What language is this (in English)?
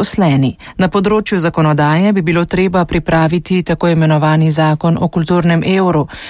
Slovenian